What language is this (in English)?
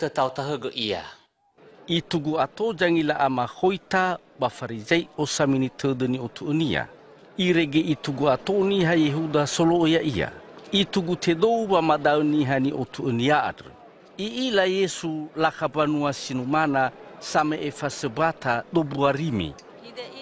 Nias